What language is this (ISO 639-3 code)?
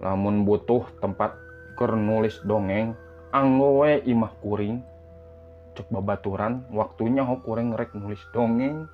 sun